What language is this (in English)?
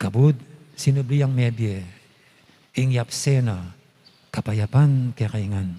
Pampanga